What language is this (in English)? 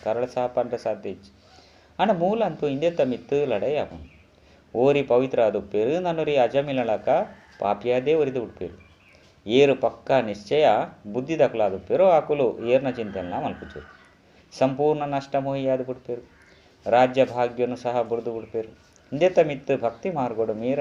Tulu